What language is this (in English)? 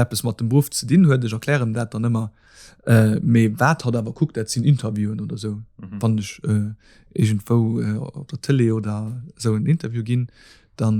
Luxembourgish